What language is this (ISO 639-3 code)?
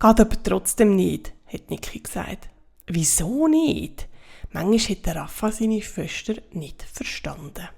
gsw